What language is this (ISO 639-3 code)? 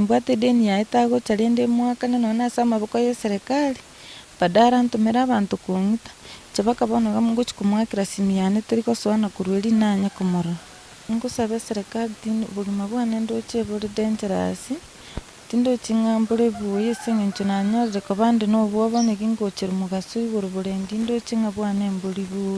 guz